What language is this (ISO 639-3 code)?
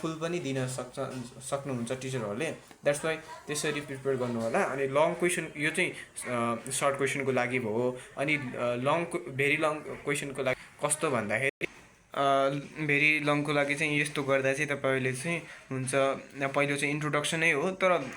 nep